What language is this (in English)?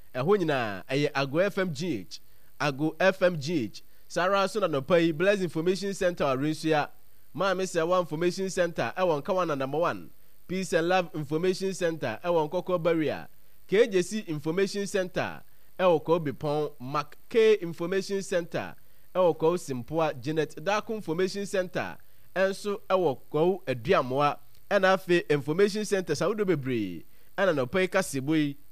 Akan